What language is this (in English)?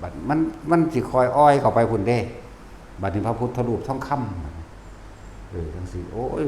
Northeastern Thai